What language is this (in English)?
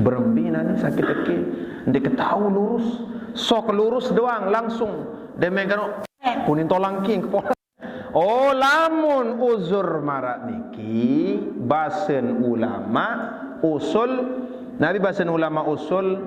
Sasak